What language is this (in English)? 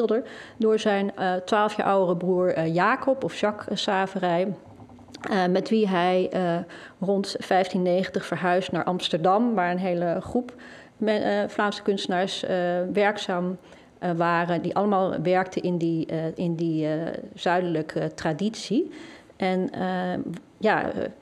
Dutch